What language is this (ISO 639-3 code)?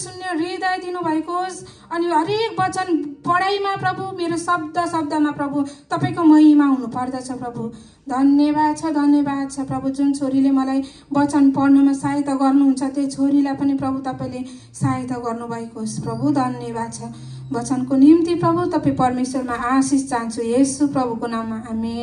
nep